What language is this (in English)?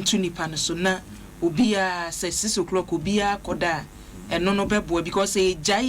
Akan